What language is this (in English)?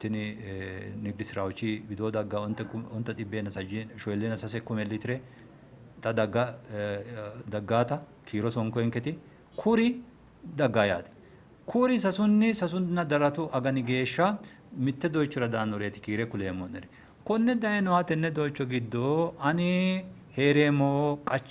Sidamo